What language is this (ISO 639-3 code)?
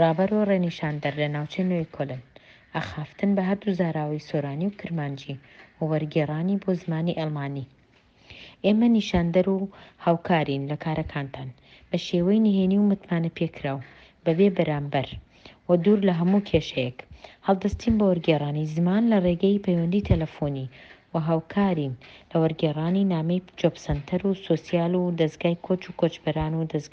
ckb